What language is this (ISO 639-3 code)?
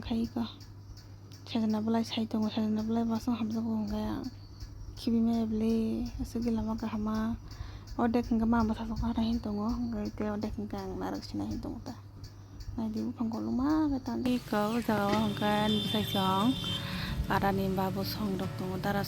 trp